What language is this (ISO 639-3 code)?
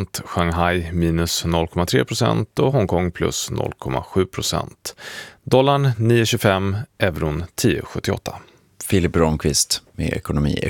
swe